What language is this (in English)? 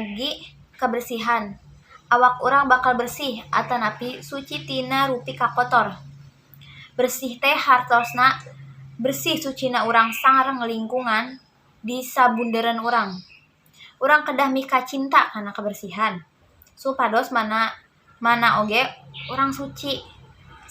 Sundanese